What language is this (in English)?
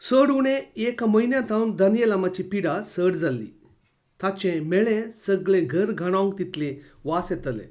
Konkani